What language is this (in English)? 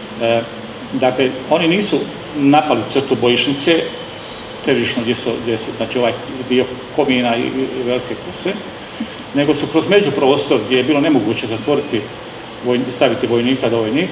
Croatian